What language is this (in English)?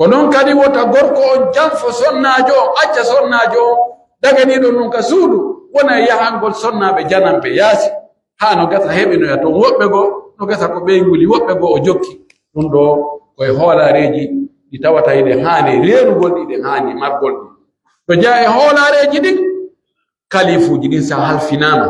Pular